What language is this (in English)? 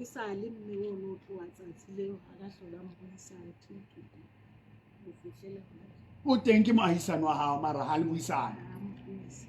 Southern Sotho